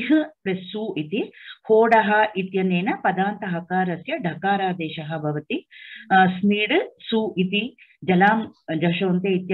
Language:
Sanskrit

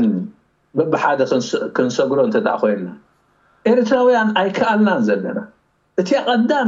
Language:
Tigrinya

